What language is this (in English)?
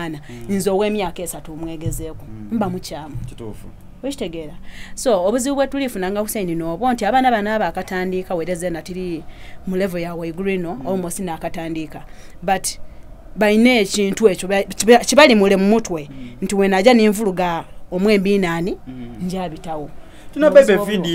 Soga